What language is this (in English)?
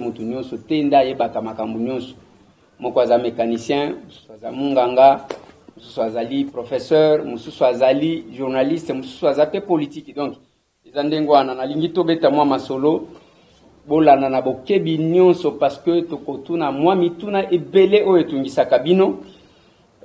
Lingala